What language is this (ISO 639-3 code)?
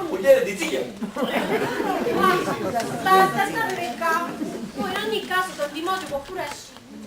nap